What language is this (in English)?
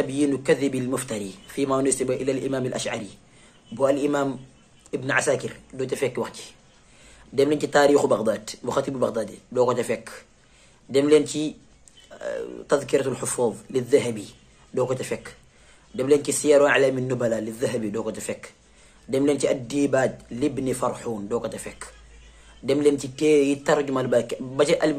Wolof